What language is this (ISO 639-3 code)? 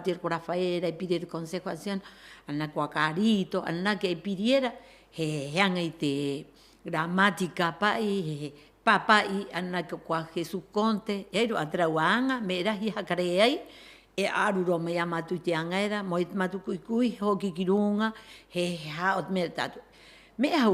rap